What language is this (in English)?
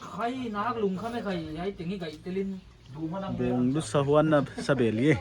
Paite Chin